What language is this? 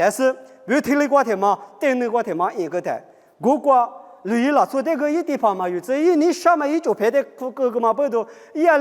Lisu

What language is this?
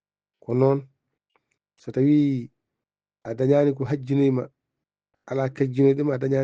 Fula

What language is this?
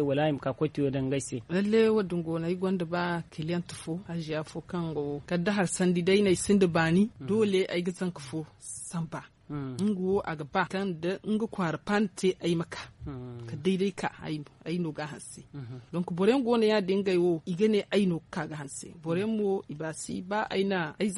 Zarma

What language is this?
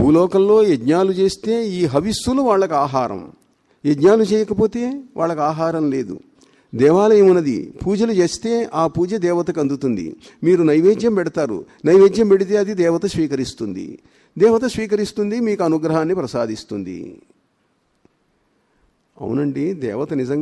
Telugu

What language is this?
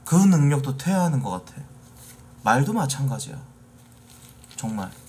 Korean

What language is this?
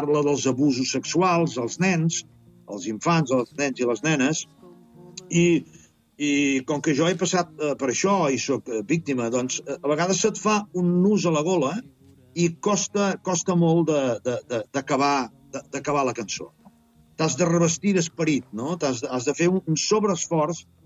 Catalan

